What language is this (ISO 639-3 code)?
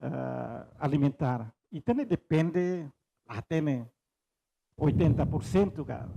tet